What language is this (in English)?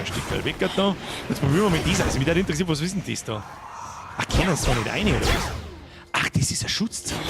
Bavarian